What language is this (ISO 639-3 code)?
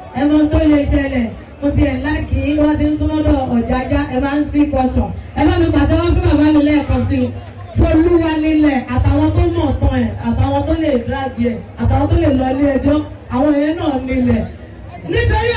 yor